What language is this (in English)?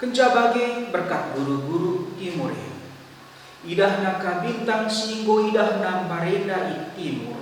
Batak Karo